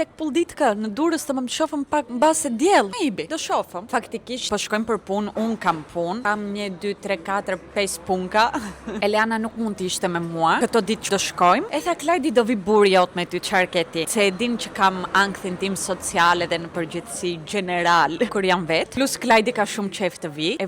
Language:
Albanian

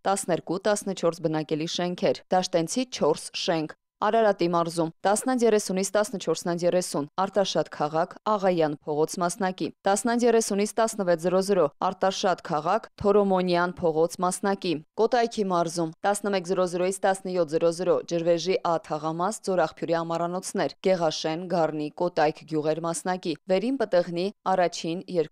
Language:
Armenian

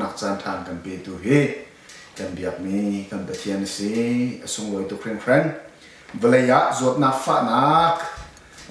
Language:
Hakha Chin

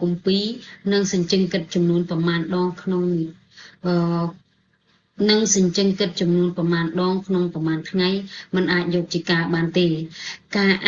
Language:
Khmer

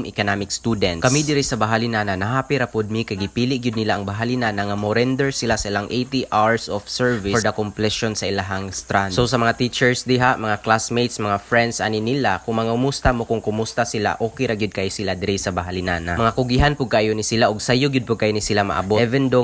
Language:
Cebuano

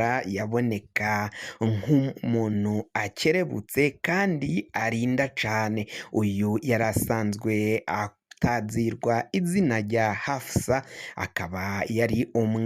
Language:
Rundi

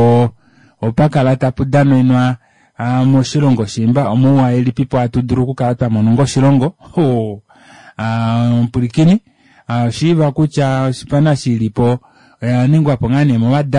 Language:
Kuanyama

